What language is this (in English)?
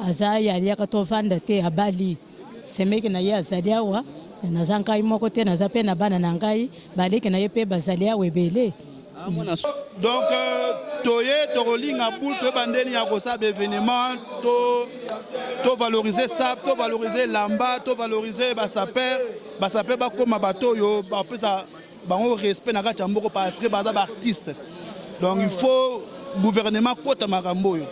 Lingala